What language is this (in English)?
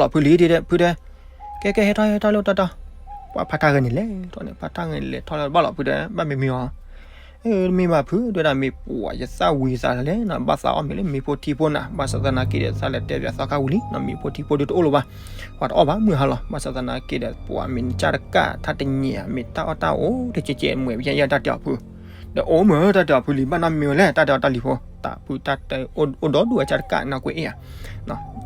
S'gaw Karen